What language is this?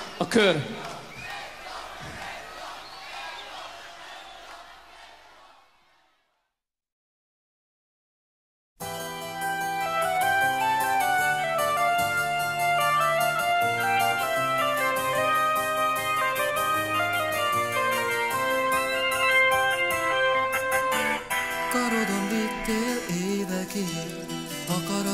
Hungarian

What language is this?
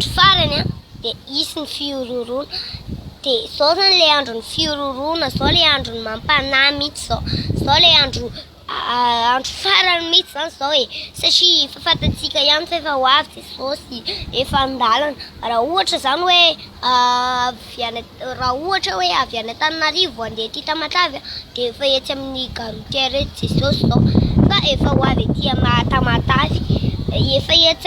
Malagasy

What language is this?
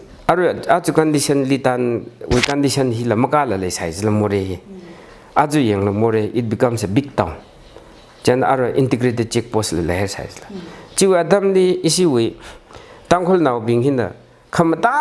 Tangkhul Naga (India)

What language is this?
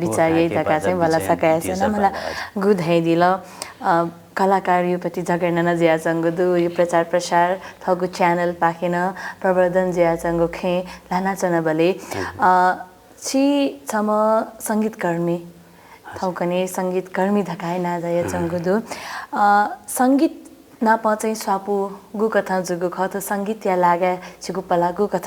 Newari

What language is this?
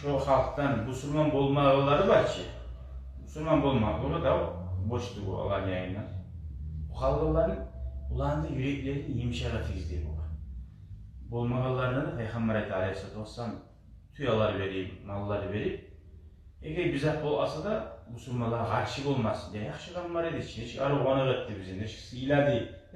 Kumyk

